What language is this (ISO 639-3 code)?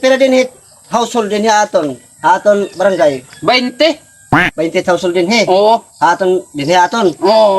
war